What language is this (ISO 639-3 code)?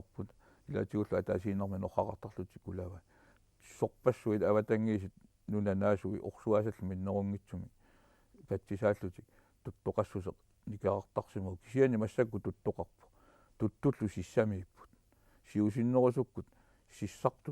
kal